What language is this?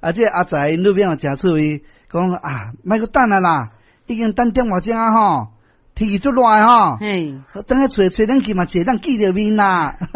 Min Nan Chinese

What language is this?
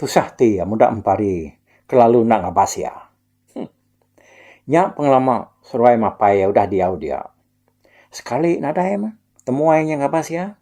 Iban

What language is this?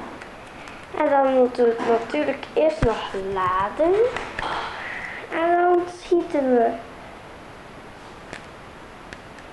Dutch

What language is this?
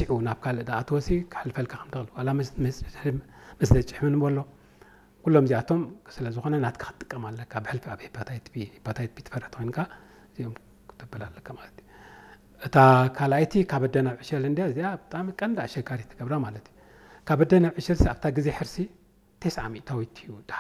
Tigrinya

